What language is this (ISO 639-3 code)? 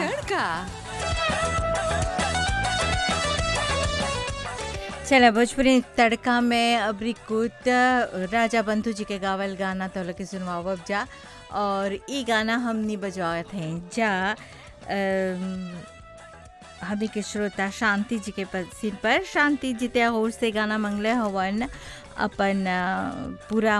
bho